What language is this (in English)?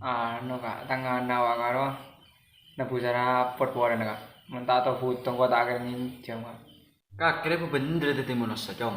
Madurese